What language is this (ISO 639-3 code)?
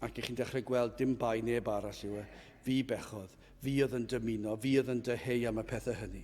cym